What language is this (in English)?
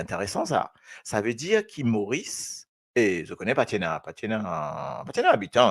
Morisyen